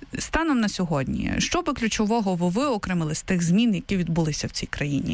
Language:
Ukrainian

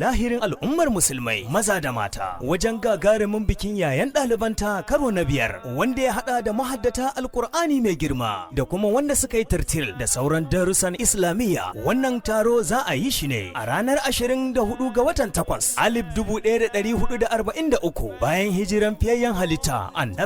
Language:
Hausa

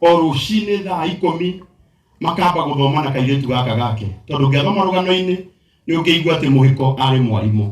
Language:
Kikuyu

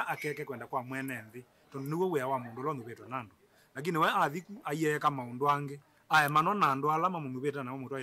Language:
Kamba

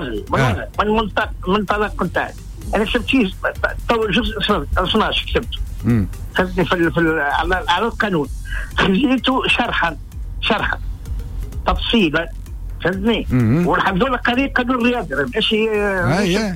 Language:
Tunisian Arabic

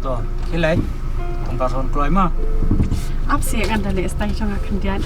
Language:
Khasi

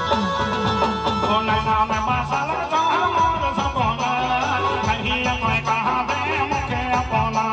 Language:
Sadri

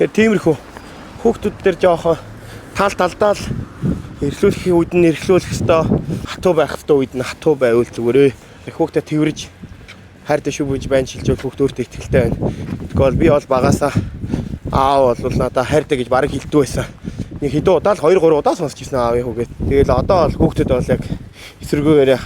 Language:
Mongolian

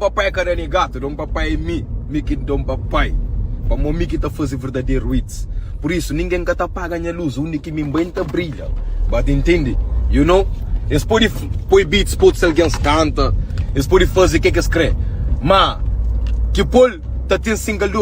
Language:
Kabuverdianu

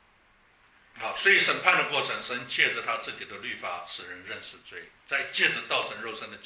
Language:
Chinese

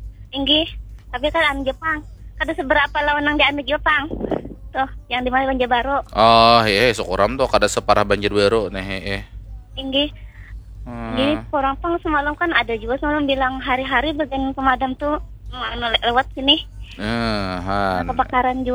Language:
Banjar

